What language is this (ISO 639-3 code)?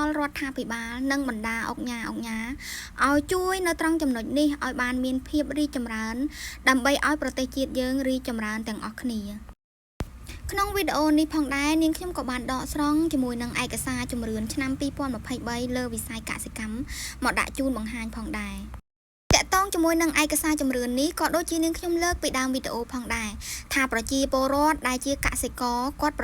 khm